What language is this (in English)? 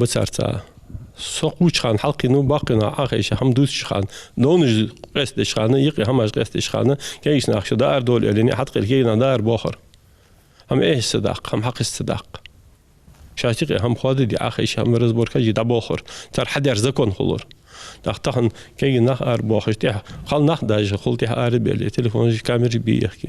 Ingush